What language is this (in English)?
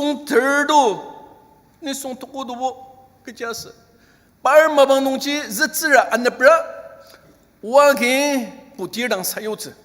Ao Naga